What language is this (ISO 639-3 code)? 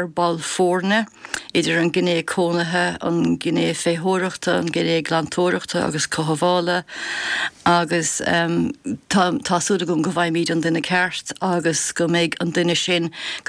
gle